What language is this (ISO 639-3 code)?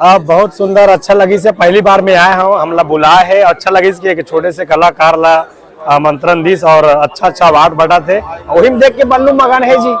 hne